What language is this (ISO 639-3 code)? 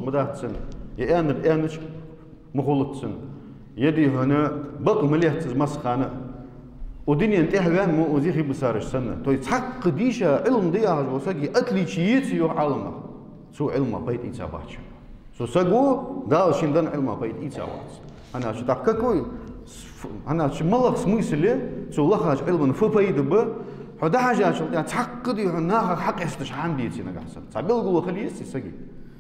inh